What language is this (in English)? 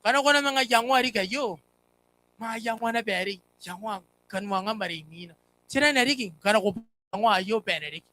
Gilbertese